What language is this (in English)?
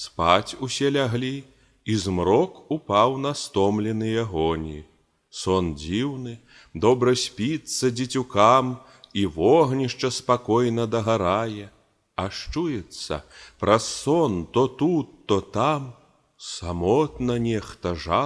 Belarusian